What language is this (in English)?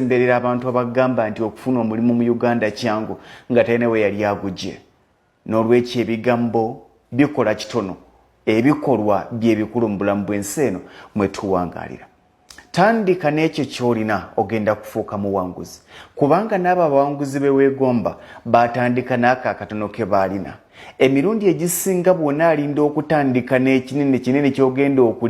Ganda